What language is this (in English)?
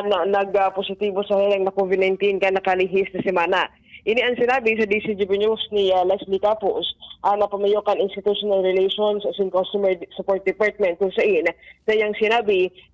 Bikol